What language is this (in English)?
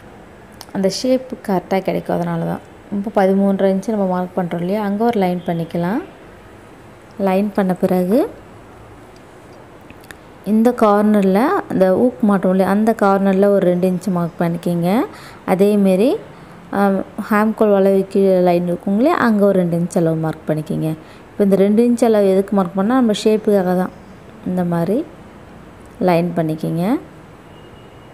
Tamil